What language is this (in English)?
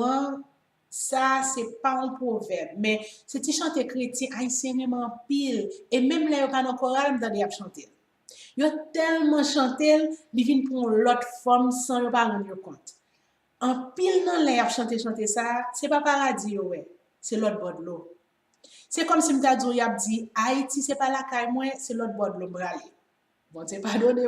Haitian Creole